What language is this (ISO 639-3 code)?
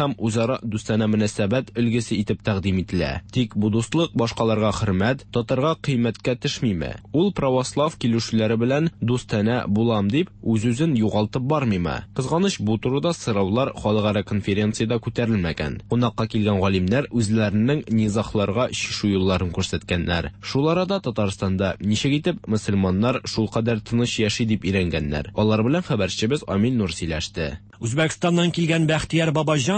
tat